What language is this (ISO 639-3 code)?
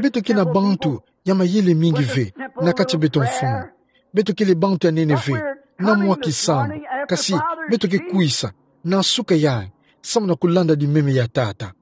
ktu